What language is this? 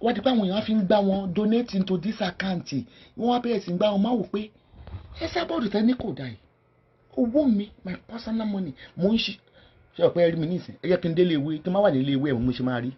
Yoruba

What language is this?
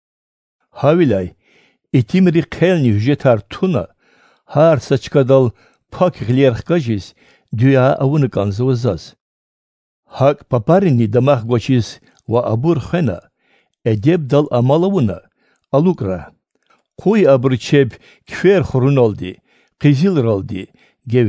Lezghian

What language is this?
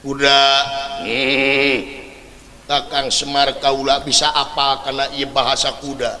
Sundanese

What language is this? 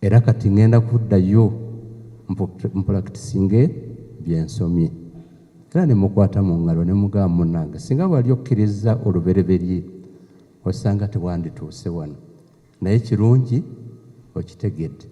Ganda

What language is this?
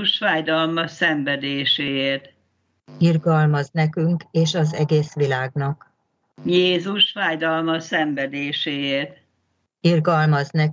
Hungarian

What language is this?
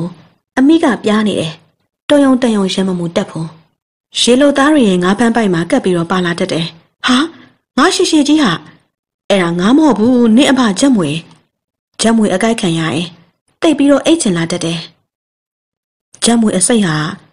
Burmese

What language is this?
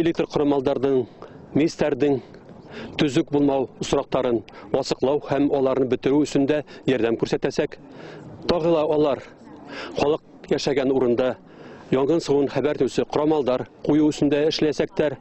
Bashkir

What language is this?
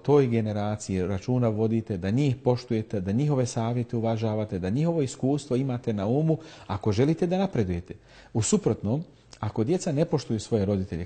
Bosnian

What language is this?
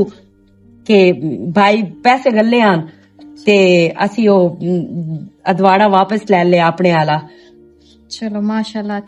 Western Panjabi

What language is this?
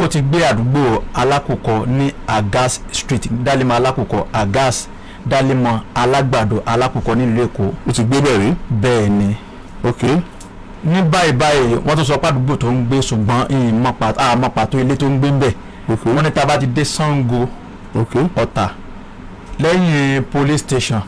Yoruba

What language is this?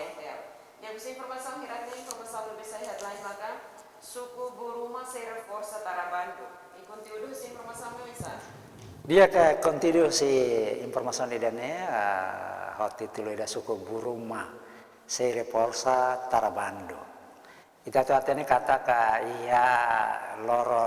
Tetum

